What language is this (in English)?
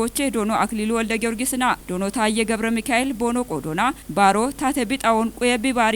Kafa